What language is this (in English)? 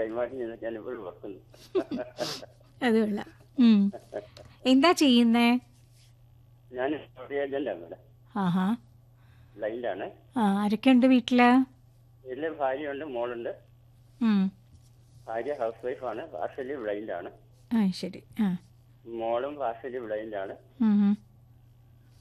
Malayalam